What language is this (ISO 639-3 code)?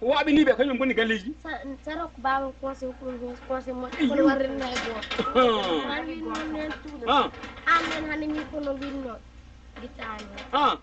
ful